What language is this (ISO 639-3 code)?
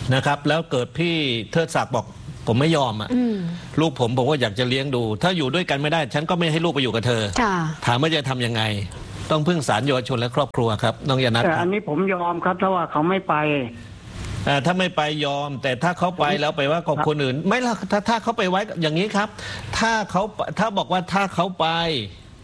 tha